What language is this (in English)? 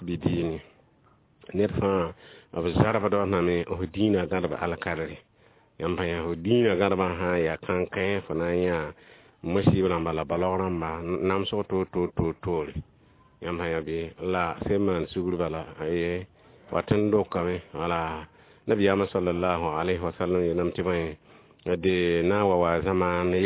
Mossi